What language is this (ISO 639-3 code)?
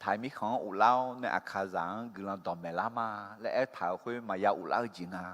ahk